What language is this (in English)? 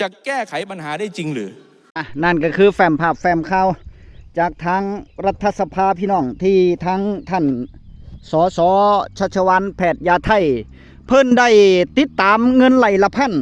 Northeastern Thai